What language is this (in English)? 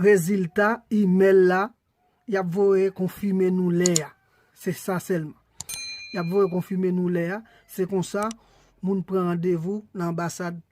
Haitian Creole